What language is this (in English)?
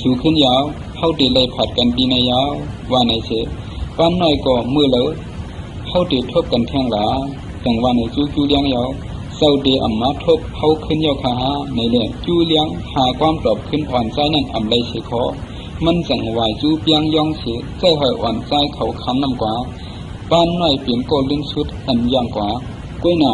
Shan